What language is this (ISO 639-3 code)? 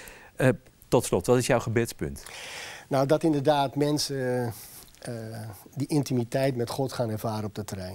nld